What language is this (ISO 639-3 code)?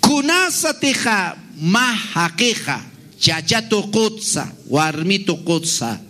aym